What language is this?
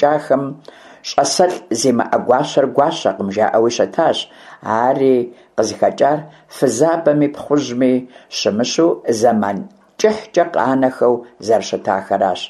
Kabardian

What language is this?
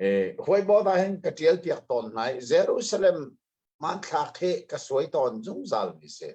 Hakha Chin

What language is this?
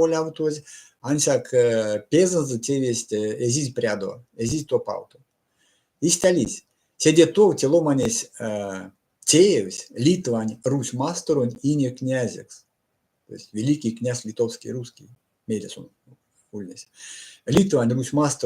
Erzya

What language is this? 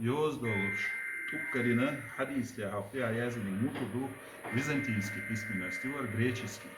Chechen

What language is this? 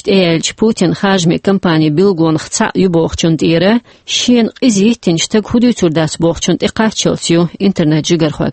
Chechen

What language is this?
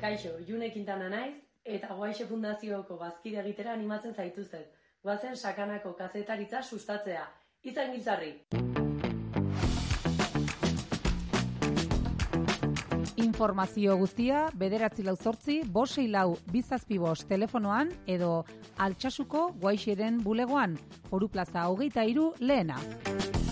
Basque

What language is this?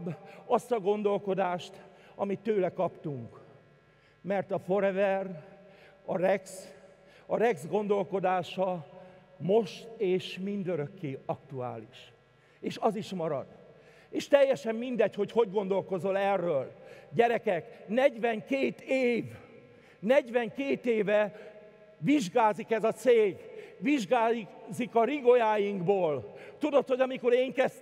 Hungarian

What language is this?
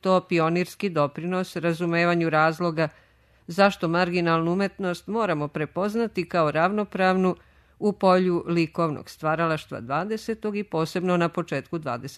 Serbian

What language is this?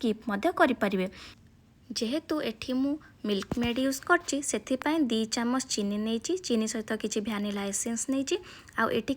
Odia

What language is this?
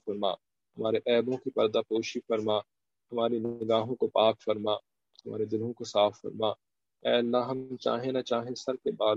Urdu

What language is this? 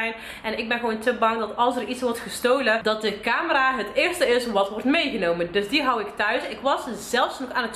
Dutch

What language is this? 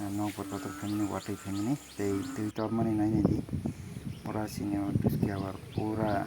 Kok Borok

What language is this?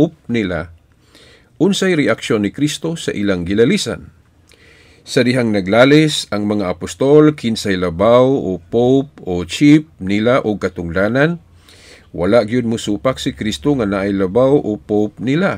Cebuano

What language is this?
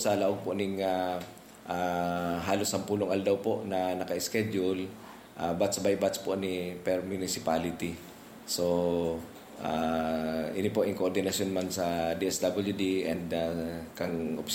Bikol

